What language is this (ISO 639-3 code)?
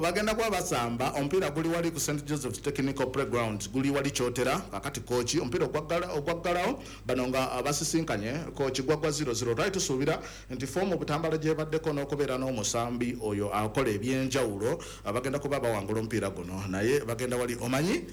lug